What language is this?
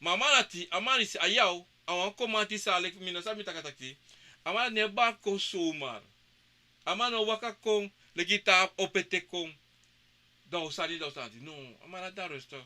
Sranan Tongo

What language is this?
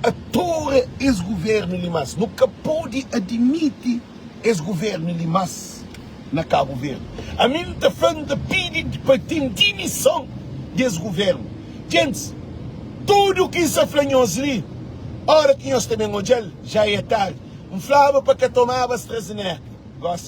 Kabuverdianu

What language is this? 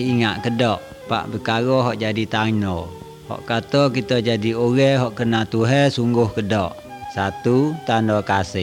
Malay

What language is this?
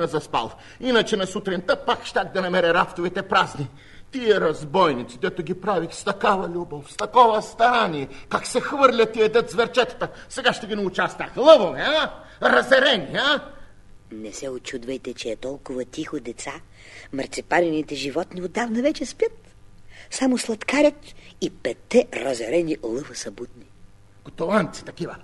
Bulgarian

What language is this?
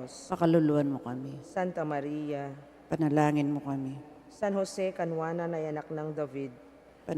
Pampanga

